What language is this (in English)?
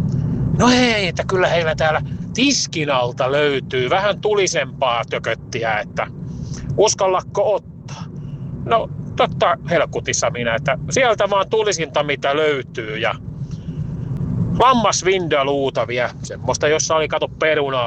Finnish